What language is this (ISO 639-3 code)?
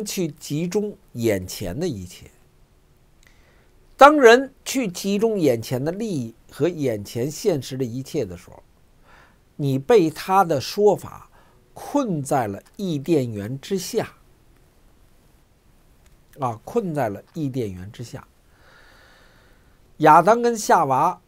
zho